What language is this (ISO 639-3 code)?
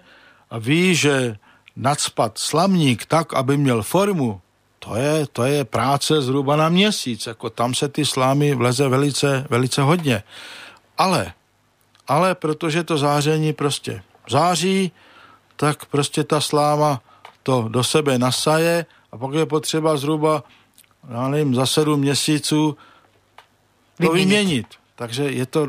ces